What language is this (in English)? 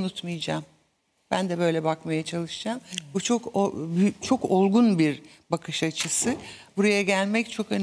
Turkish